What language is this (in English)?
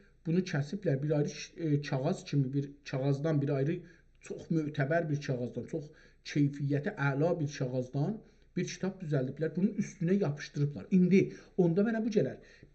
South Azerbaijani